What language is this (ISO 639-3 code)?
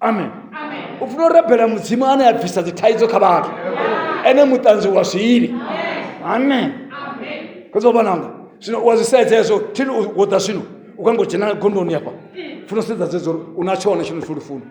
ven